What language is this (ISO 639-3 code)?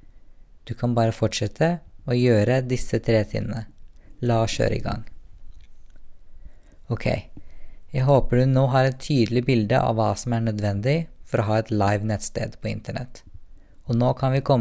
nor